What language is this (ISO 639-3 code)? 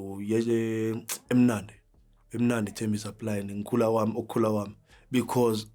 zul